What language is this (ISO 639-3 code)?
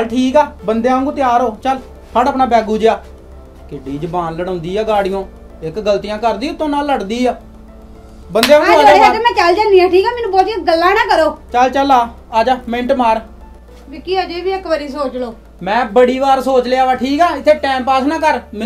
pan